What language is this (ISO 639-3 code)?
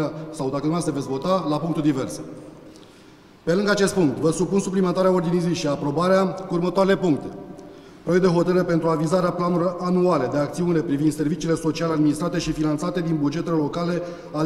ron